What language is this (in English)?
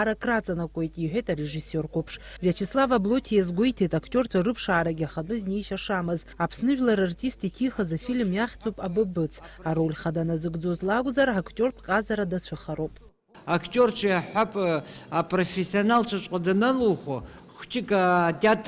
Abkhazian